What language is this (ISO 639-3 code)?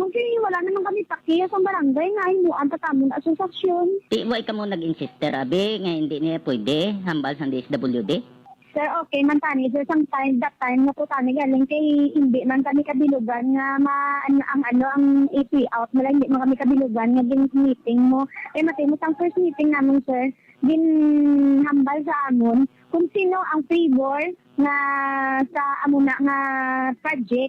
hil